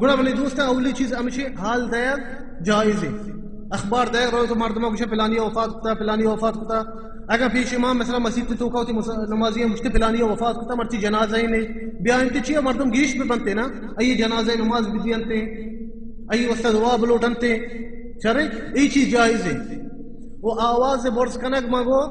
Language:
Baluchi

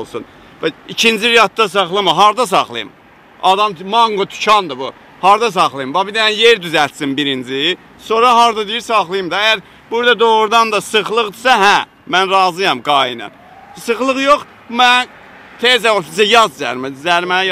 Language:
Azerbaijani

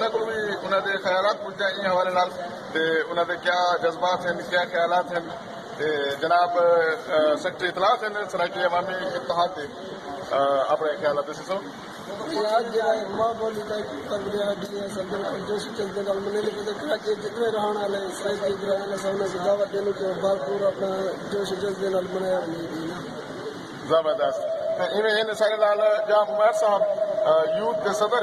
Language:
Saraiki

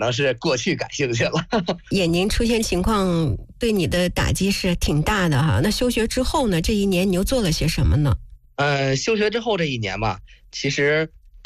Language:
Chinese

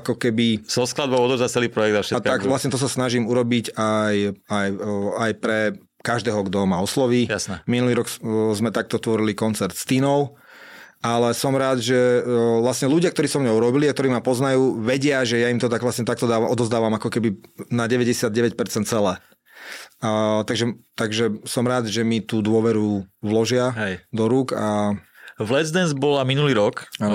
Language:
Slovak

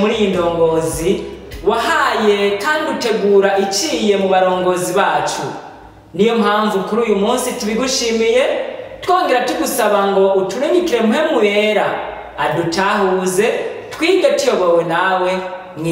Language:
Rundi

